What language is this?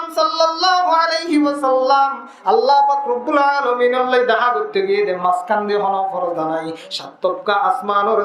Rohingya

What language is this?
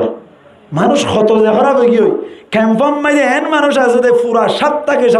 Rohingya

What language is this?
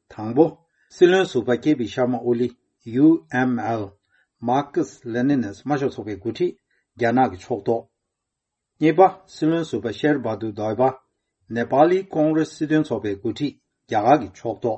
Tibetan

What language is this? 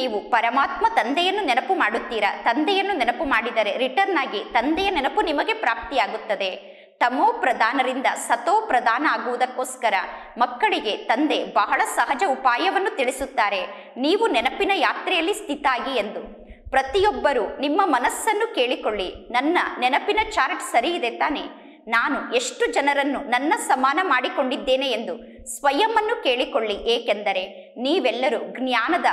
Kannada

